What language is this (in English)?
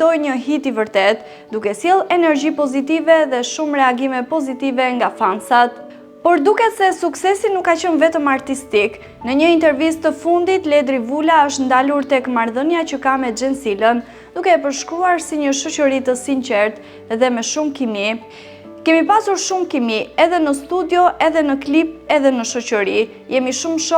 Albanian